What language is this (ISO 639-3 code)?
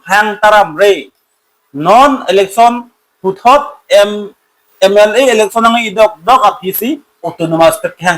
mjw